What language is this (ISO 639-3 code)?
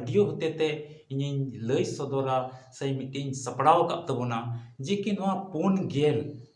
sat